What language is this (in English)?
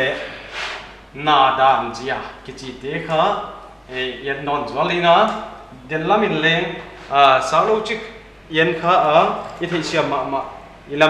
Paite Chin